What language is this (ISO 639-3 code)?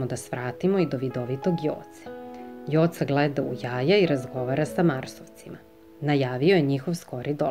srp